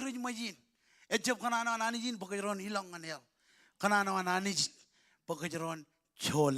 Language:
Marshallese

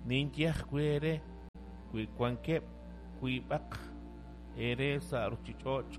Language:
Kekchí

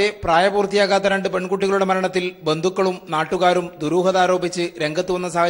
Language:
Malayalam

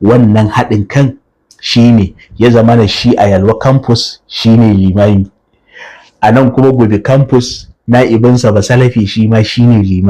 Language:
Hausa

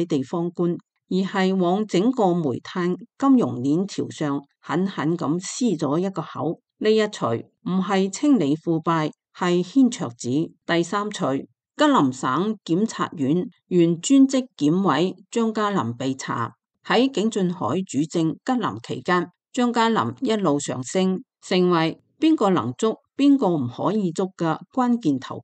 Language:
Cantonese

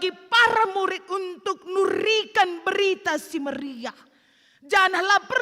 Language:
Batak Karo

